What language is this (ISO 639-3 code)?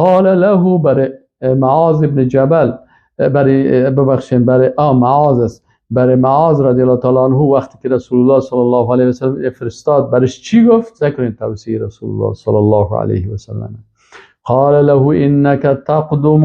fas